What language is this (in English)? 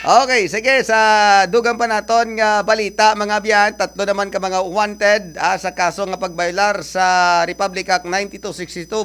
Hiligaynon